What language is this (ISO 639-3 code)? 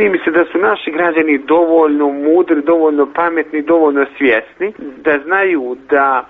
srp